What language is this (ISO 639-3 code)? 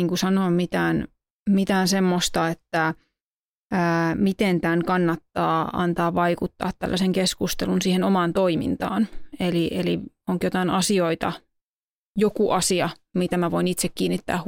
fin